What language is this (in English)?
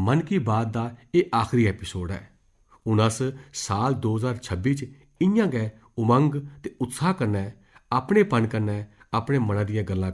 Dogri